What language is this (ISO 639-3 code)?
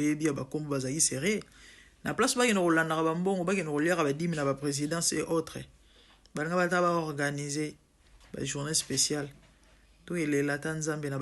lin